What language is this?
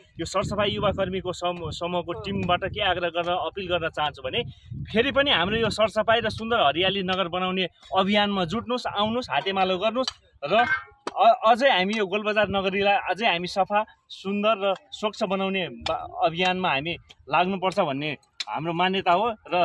Nepali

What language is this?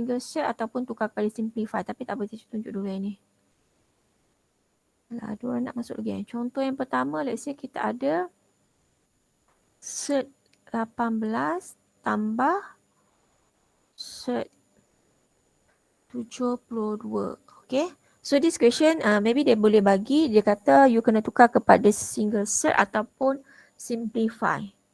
Malay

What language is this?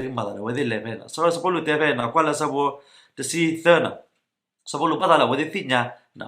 S'gaw Karen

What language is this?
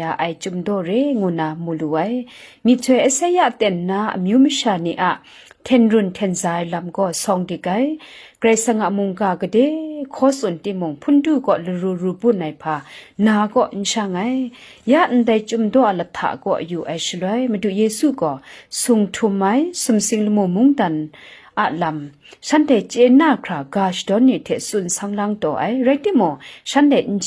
Kachin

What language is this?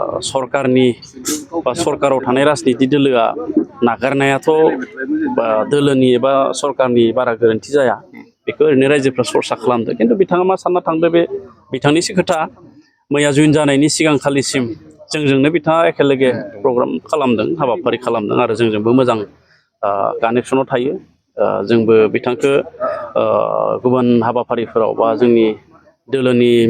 Bodo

